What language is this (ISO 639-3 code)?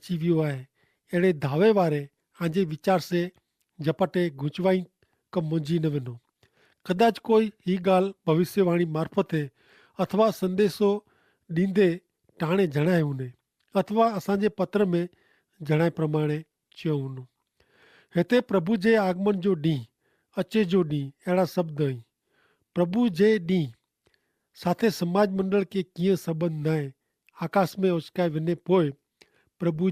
kfr